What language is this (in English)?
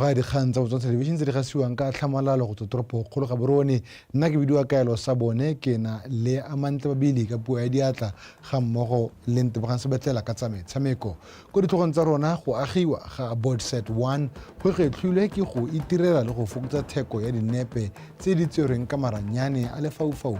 Tswana